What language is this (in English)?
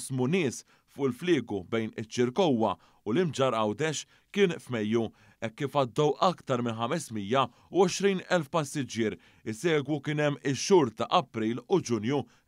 Maltese